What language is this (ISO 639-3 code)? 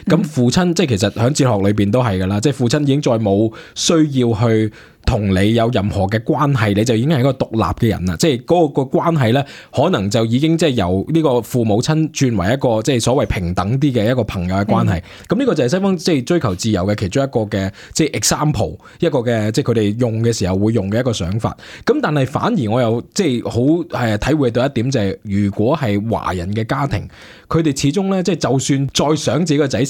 yue